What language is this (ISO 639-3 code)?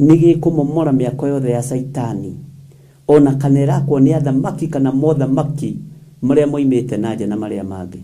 kik